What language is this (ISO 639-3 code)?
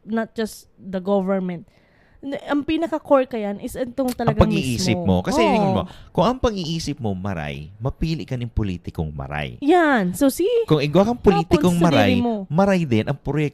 bik